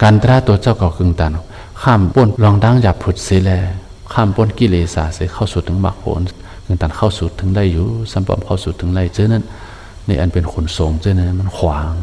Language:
Shan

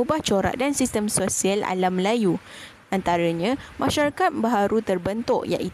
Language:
Malay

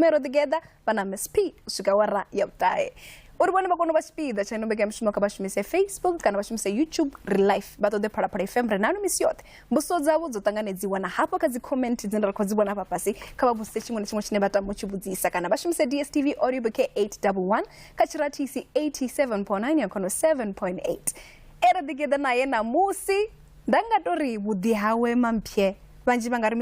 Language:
Venda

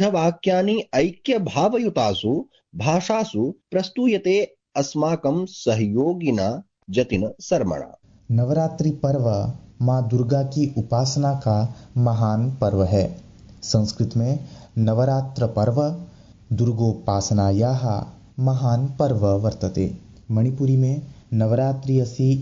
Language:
Sanskrit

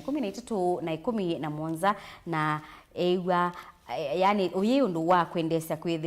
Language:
Kamba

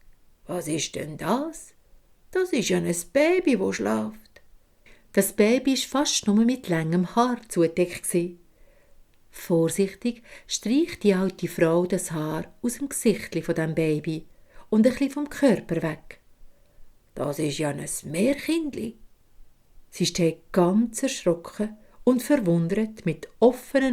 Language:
Swiss German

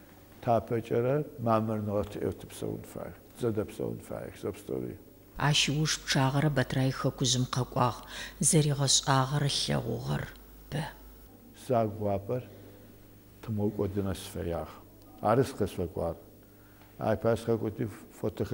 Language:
Adyghe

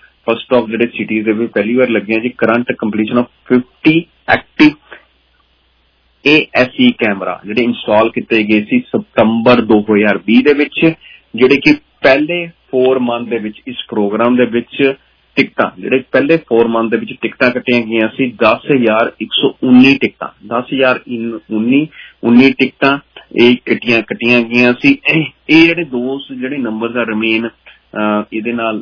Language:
Punjabi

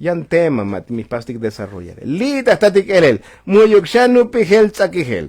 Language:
Tzotzil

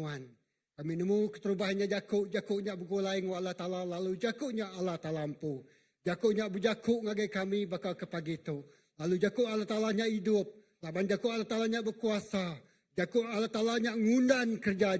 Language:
Iban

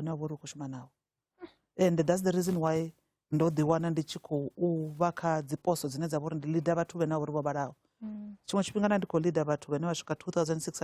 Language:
Venda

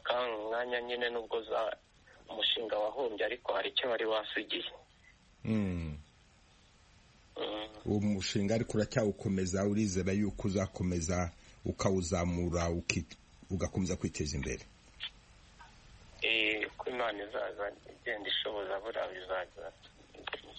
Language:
Kinyarwanda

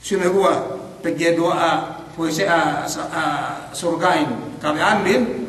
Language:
Yakan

